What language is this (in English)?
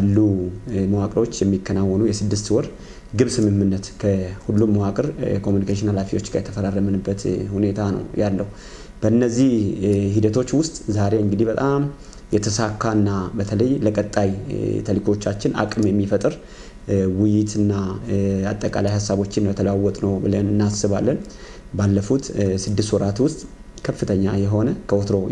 Amharic